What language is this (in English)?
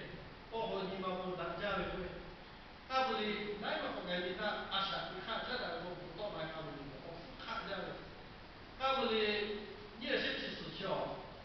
Lahu